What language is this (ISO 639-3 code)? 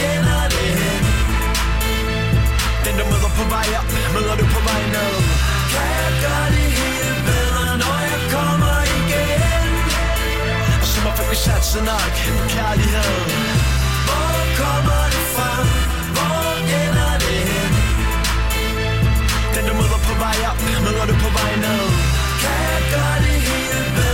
dan